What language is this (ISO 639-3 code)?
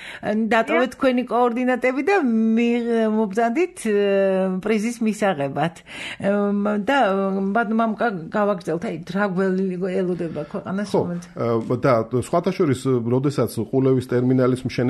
kat